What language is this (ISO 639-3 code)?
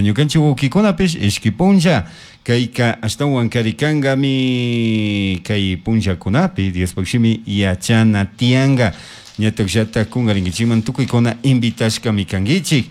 qug